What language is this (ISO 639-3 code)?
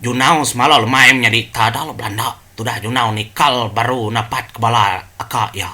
iba